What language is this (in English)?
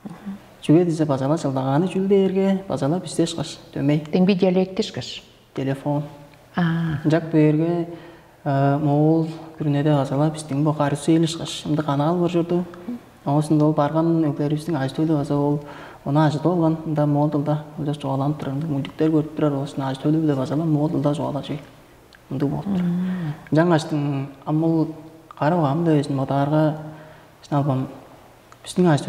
Tuvinian